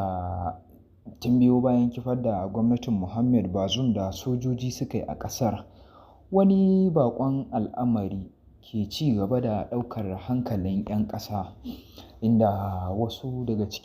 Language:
Hausa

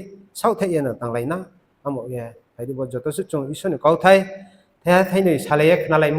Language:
Riang (India)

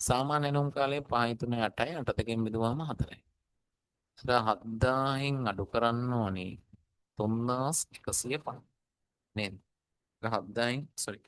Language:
Sinhala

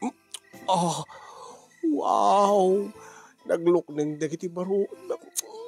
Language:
Iloko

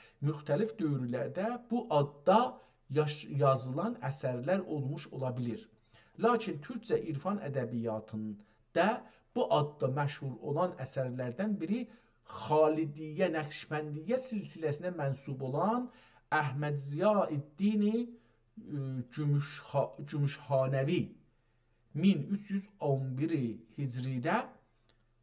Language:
South Azerbaijani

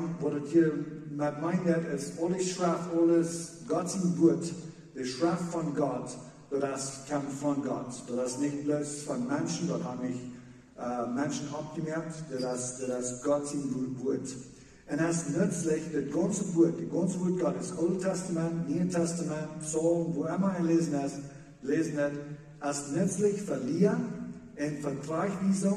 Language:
Plautdietsch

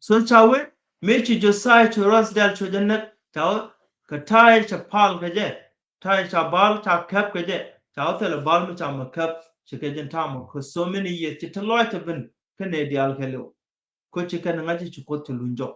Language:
Nuer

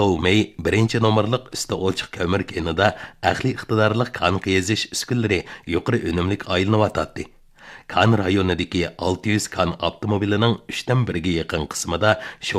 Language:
Uyghur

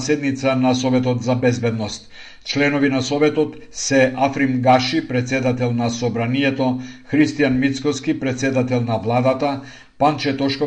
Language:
Macedonian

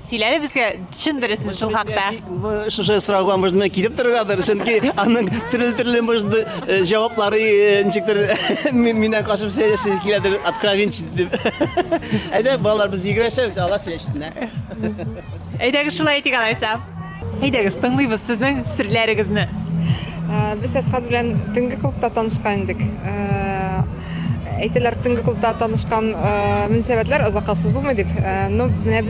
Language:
Tatar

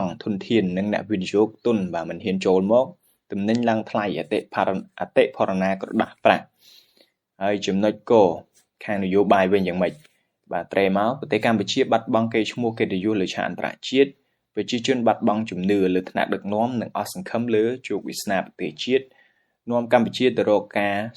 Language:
Khmer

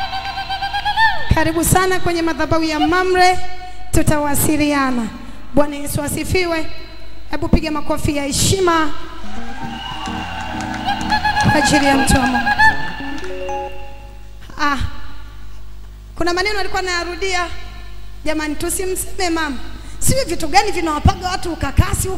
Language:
Swahili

